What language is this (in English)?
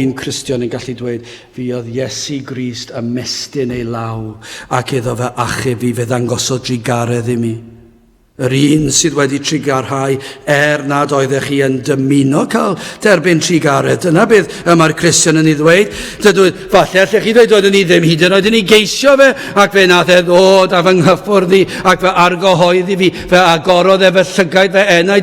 Welsh